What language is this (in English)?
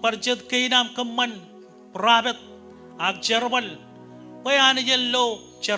Marshallese